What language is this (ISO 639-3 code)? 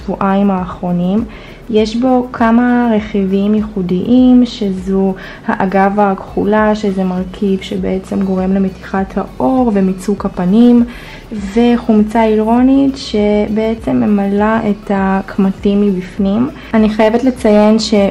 heb